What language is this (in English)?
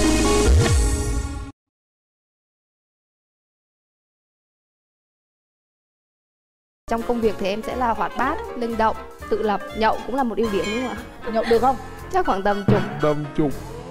Vietnamese